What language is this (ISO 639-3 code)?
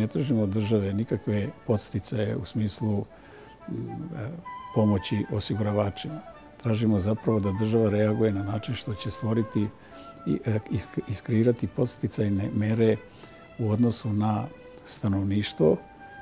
srp